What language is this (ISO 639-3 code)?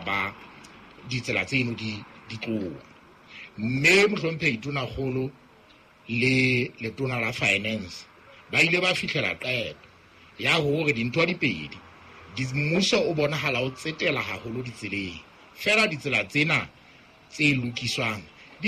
sot